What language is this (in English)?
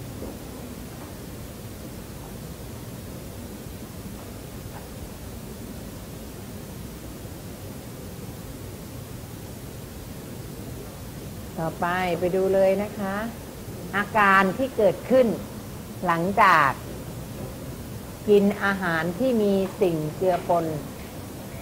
Thai